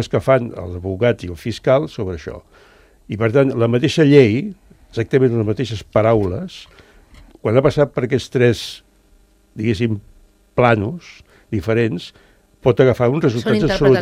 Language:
Catalan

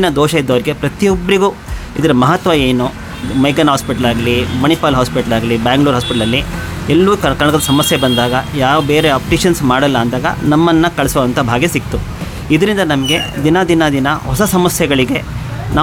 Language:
Kannada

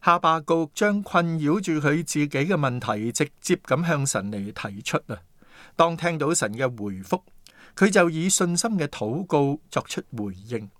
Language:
Cantonese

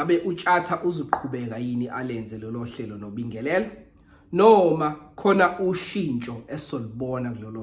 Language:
Zulu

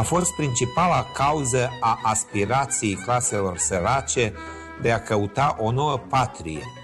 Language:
Romanian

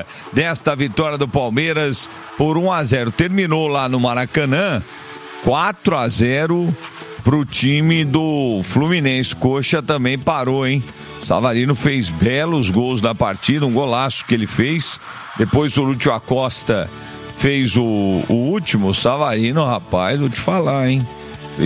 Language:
Portuguese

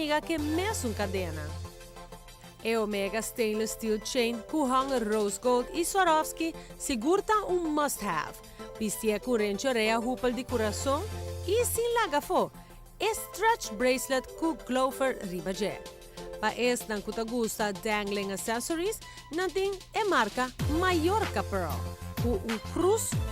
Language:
Papiamento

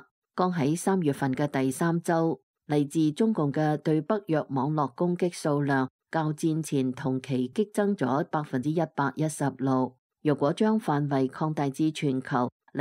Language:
Cantonese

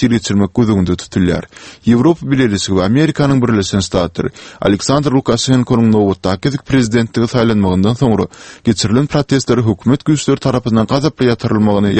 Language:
Turkmen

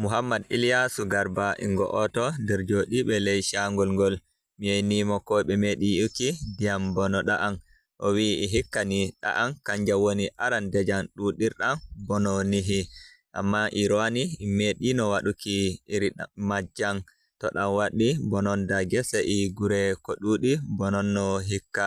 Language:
Fula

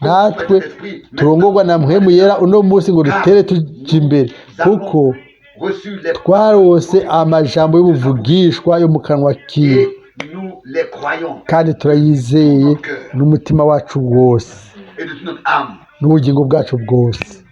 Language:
Rundi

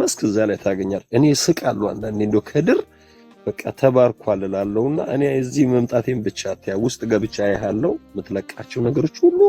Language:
Amharic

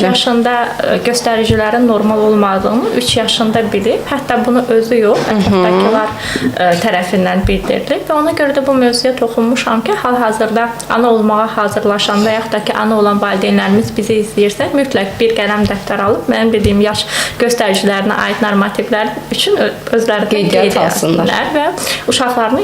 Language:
Azerbaijani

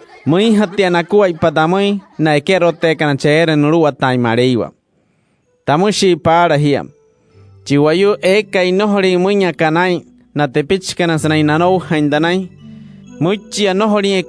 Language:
Wayuu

